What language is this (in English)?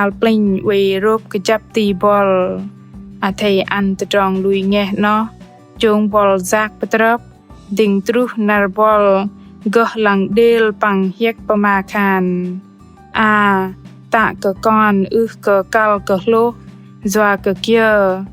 Bahnar